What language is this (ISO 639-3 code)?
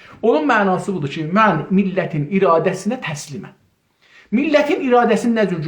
azb